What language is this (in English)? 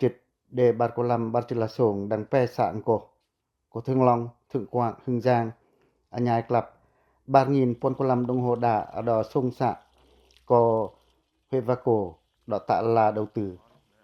Pacoh